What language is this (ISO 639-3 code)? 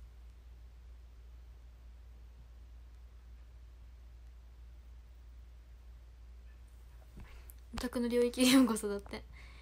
jpn